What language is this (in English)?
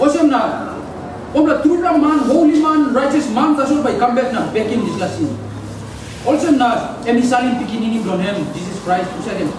Tok Pisin